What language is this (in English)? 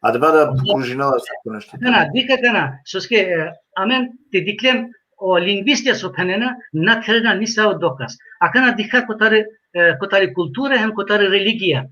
Balkan Romani